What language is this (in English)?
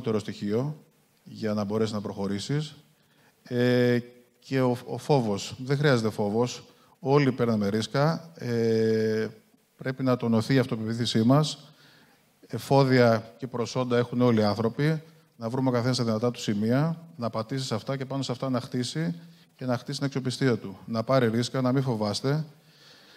Greek